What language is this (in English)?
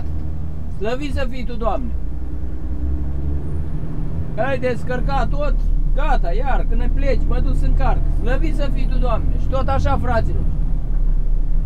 Romanian